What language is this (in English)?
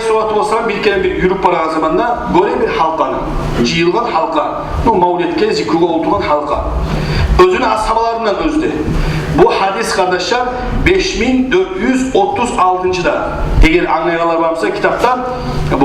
Kumyk